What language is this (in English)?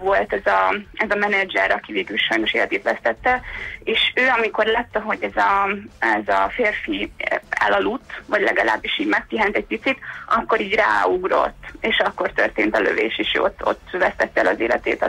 Hungarian